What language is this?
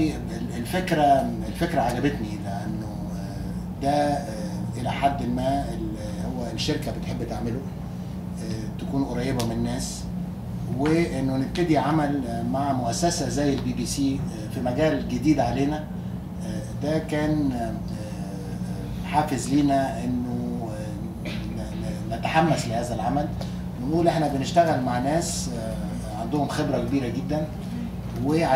Egyptian Arabic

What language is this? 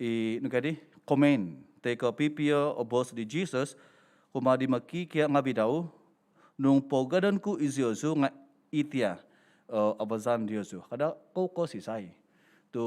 Central Dusun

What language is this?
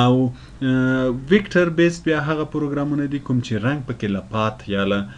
Pashto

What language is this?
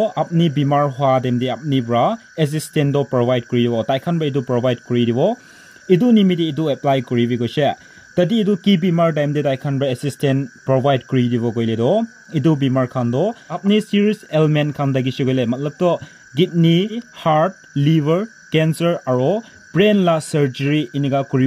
Naga Pidgin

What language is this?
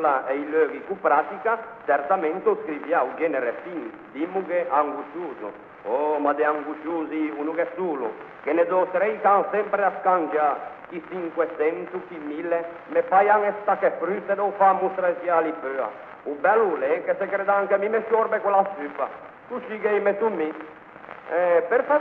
Ligurian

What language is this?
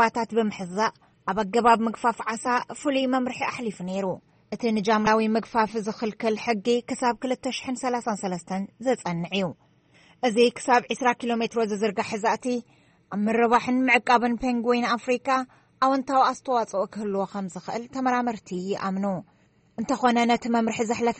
Tigrinya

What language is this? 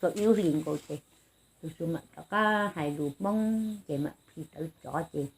Hmong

